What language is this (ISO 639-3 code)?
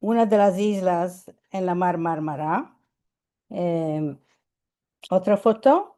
lad